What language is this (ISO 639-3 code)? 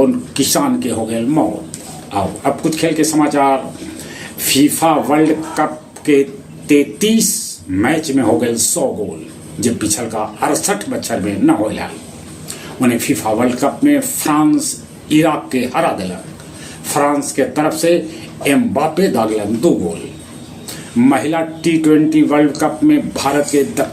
mag